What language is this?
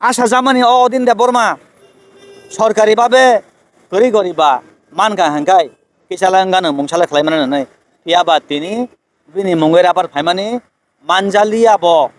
Kok Borok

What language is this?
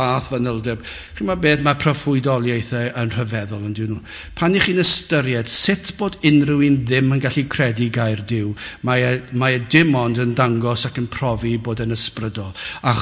Welsh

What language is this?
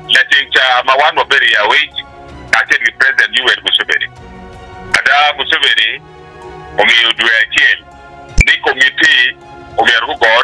Acoli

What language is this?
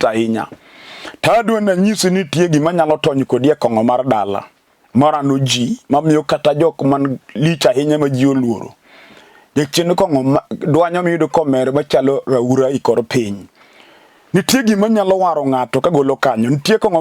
Luo (Kenya and Tanzania)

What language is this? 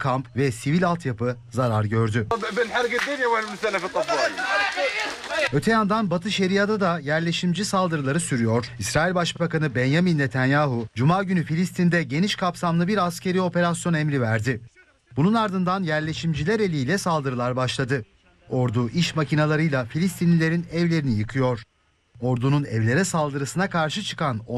Turkish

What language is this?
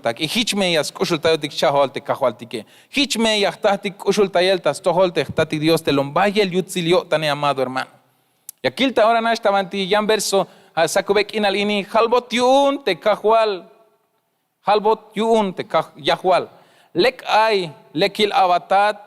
Tzeltal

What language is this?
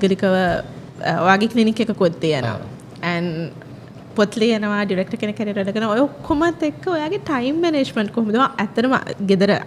Sinhala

